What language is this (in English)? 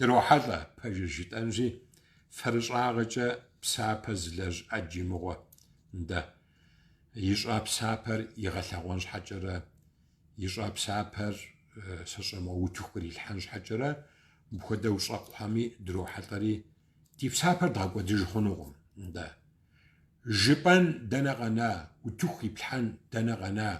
Kabardian